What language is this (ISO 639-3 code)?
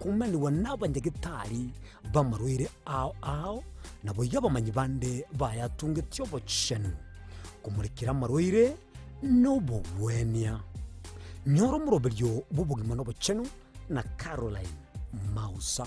guz